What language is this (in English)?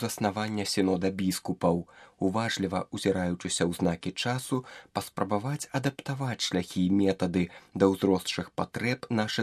Belarusian